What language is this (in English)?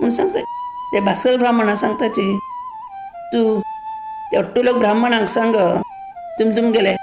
Konkani